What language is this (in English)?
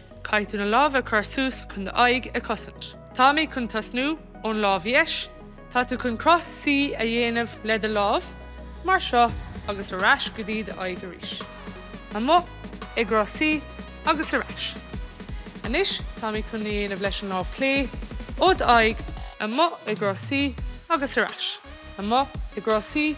Irish